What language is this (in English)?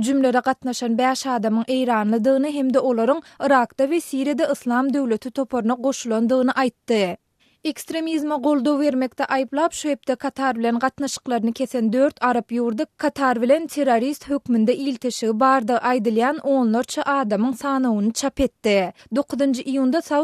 Turkmen